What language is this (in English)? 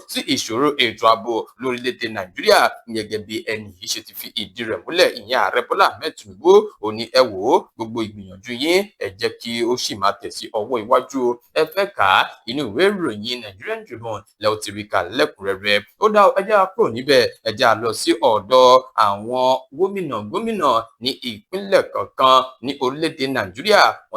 Yoruba